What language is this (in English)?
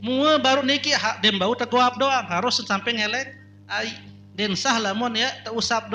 Sasak